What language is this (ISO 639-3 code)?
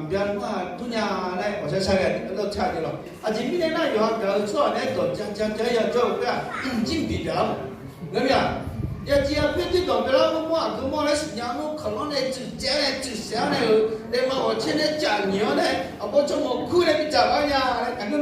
ahk